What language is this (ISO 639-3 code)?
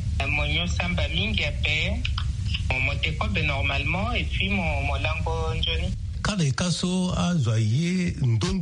sag